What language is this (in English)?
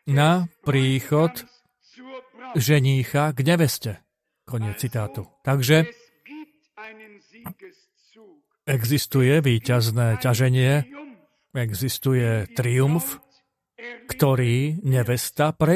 Slovak